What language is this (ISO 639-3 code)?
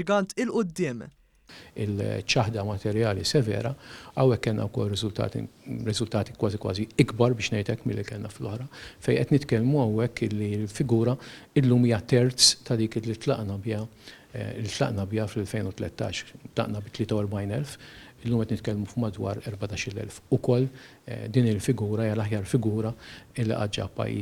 mlt